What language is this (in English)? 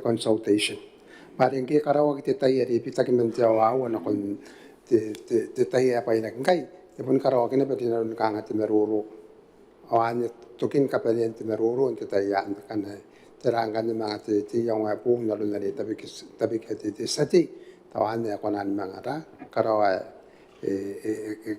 Gilbertese